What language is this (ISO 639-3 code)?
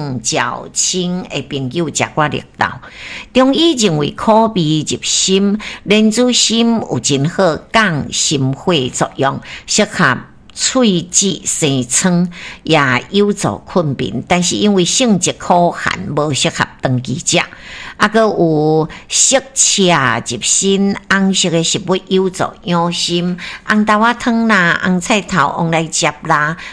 nan